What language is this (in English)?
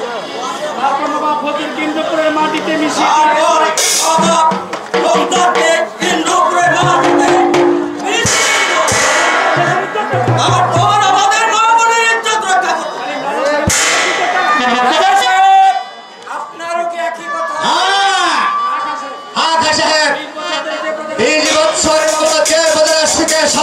Bangla